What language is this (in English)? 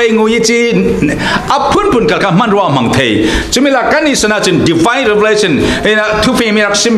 Falam Chin